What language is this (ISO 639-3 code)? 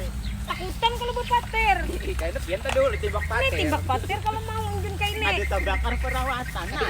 bjn